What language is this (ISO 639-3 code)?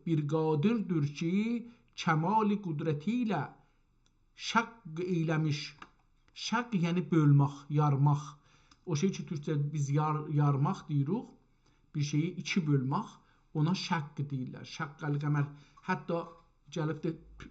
azb